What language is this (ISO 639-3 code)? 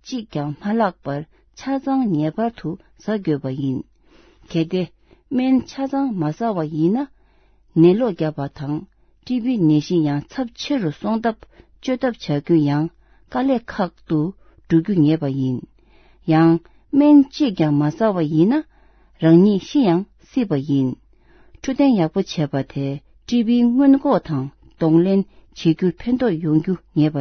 bod